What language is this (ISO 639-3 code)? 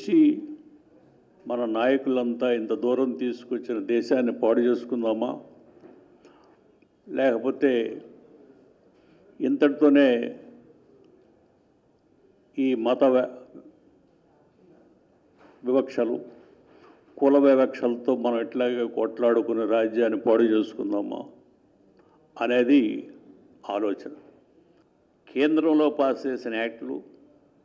tel